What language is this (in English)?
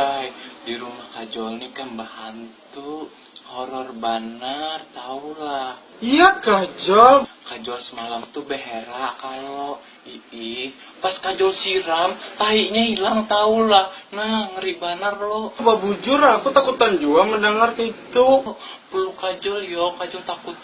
Banjar